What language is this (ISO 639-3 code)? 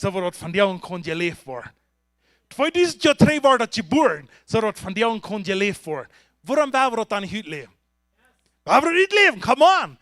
pdt